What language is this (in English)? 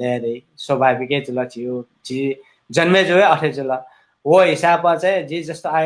Newari